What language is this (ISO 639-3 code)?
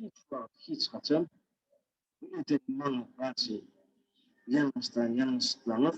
tuk